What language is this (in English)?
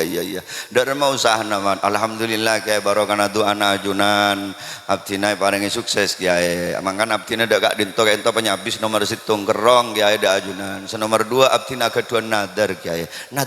Madurese